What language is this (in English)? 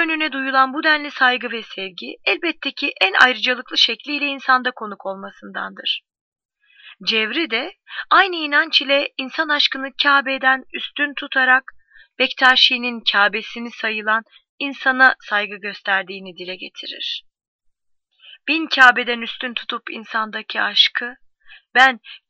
Turkish